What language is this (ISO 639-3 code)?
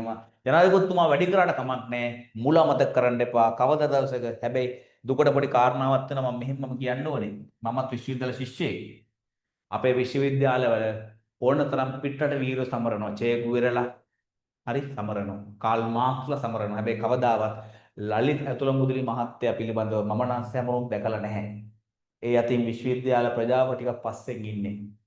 sin